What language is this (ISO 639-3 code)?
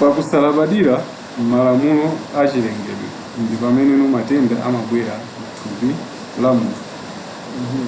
nya